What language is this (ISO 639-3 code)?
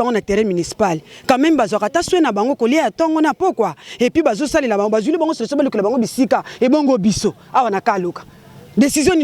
lin